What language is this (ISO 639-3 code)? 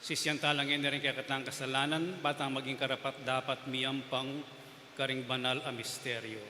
pam